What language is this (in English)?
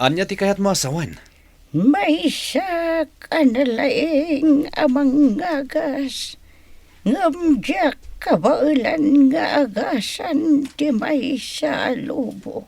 Iloko